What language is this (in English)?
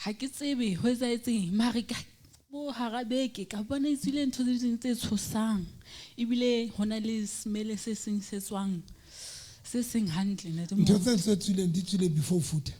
Southern Sotho